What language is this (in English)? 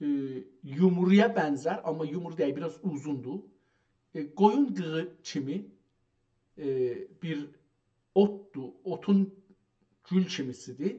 South Azerbaijani